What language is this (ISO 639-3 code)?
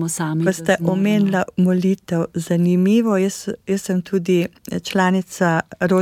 slv